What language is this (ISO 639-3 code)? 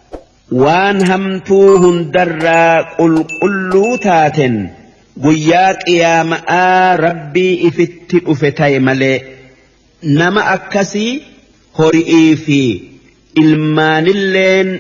orm